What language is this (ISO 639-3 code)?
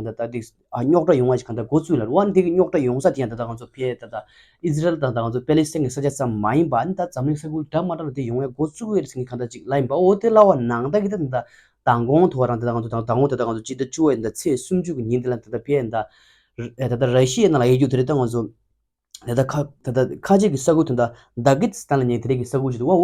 bod